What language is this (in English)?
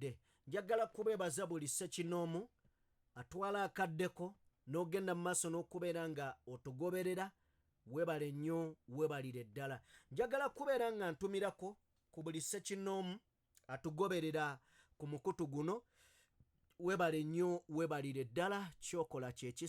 Ganda